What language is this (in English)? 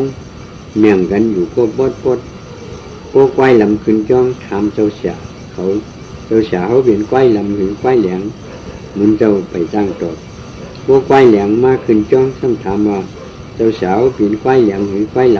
Shan